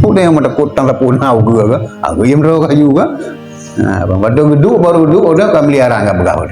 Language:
Achinese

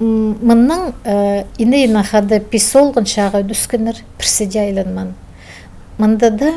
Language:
Khakas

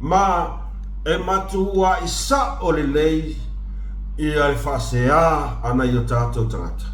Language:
Samoan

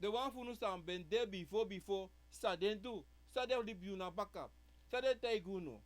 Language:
Sranan Tongo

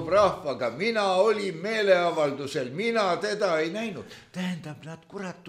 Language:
Estonian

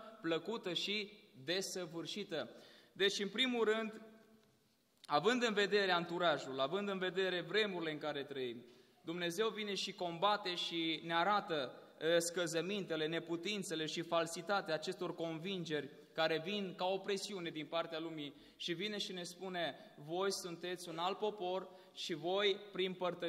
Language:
Romanian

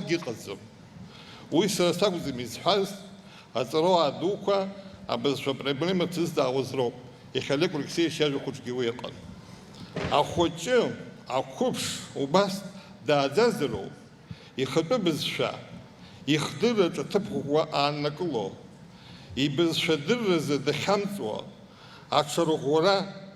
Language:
Abkhazian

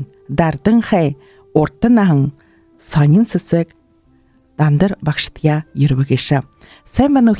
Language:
Buriat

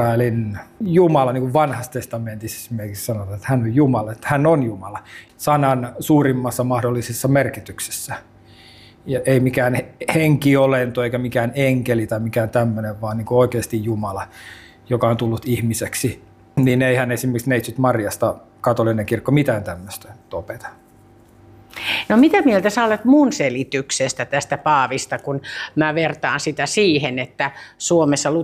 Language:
Finnish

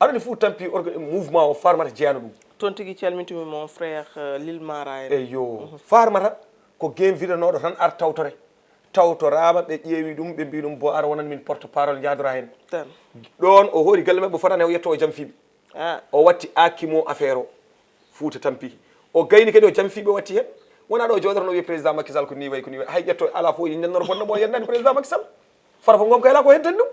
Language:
Fula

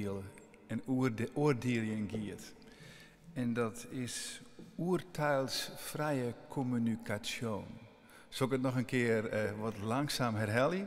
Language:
Western Frisian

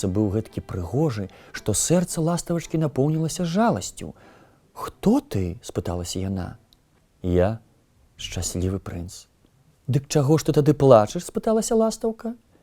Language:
Belarusian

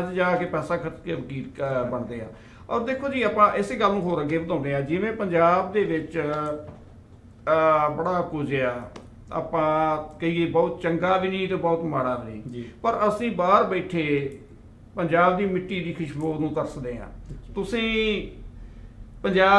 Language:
Punjabi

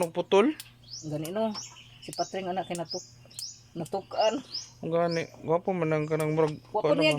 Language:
Cebuano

